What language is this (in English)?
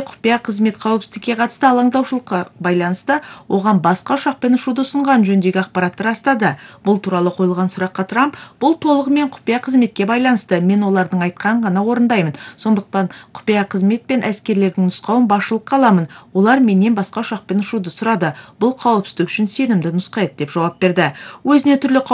Kazakh